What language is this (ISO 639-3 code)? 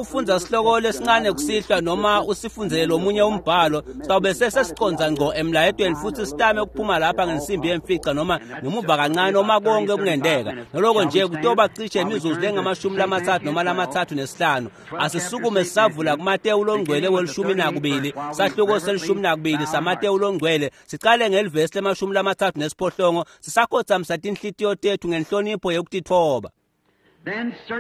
ssw